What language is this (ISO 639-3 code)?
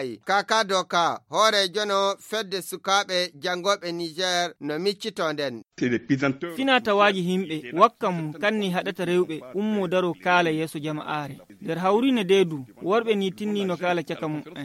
fuv